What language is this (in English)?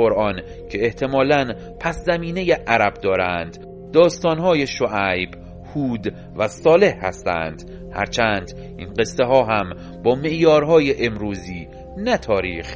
Persian